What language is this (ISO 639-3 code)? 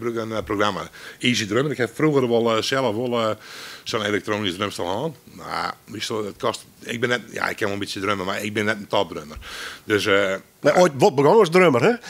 nld